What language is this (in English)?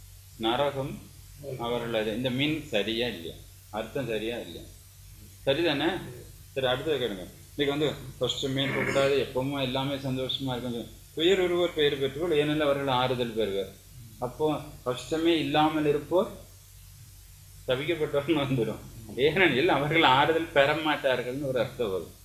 Tamil